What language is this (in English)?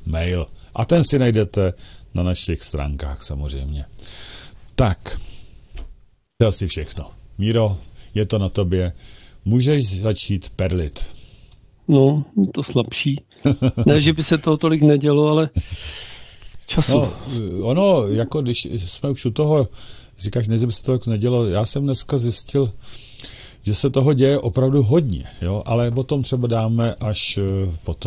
Czech